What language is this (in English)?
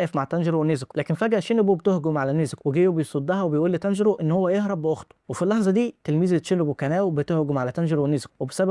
Egyptian Arabic